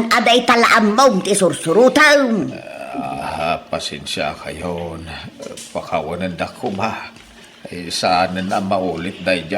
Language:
Iloko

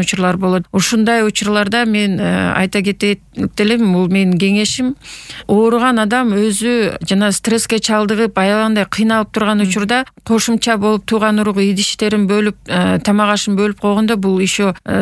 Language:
Kyrgyz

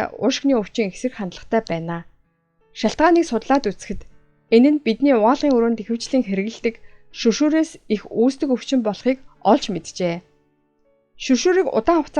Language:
Mongolian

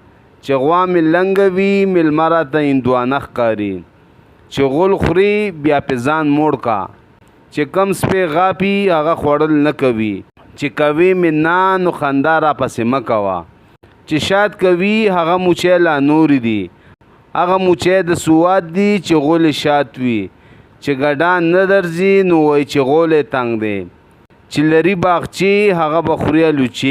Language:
Pashto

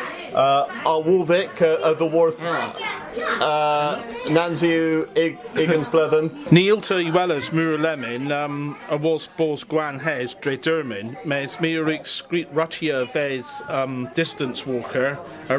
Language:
Cornish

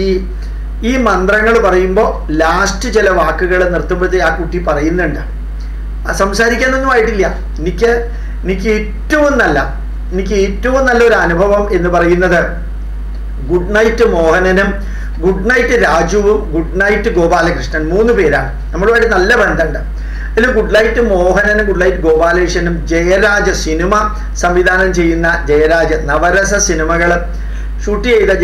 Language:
Malayalam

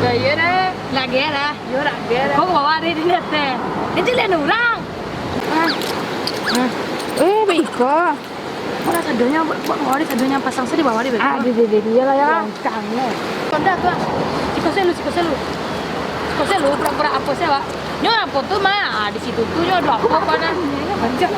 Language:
Minangkabau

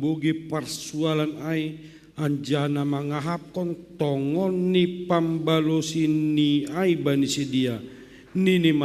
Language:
Batak Simalungun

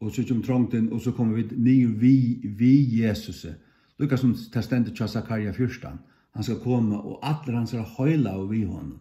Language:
Faroese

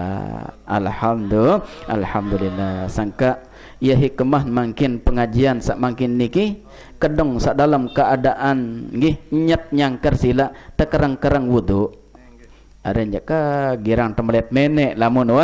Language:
Sasak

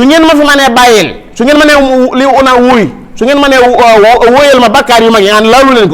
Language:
Wolof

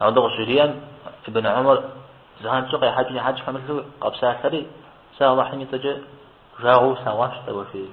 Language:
Kabardian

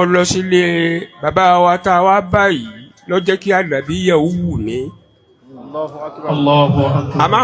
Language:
Yoruba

